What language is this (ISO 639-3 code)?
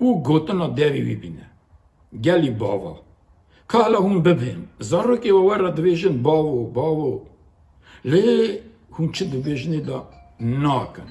kur